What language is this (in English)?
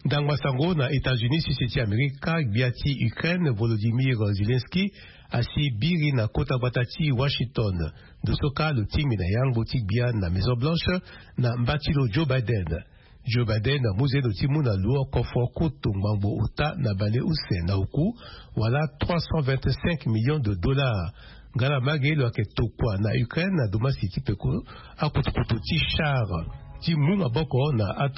Sango